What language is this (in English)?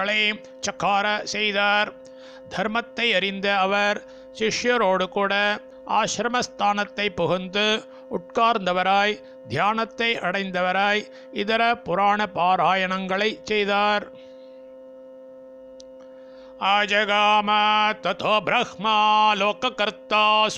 Tamil